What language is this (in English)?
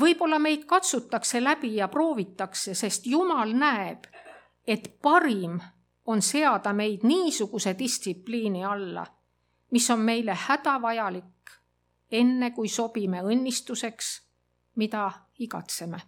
Estonian